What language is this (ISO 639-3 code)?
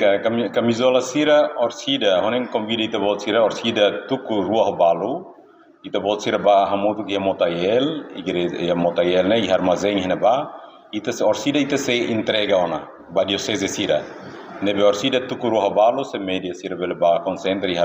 tet